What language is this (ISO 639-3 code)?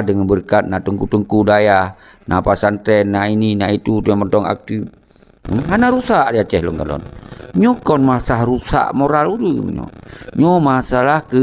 ace